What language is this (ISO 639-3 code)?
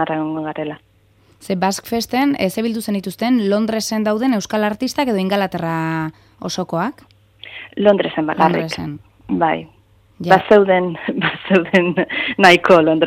eus